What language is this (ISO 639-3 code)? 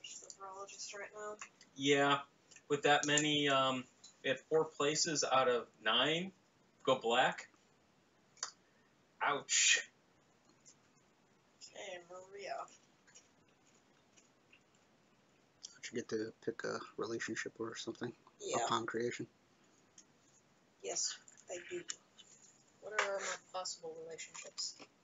eng